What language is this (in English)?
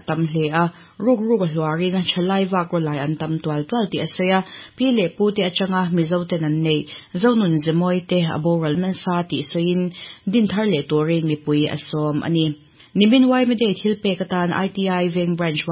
Mizo